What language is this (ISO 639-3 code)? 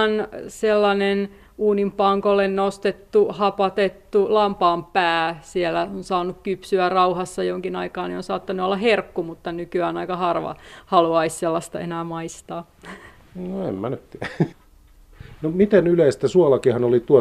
fin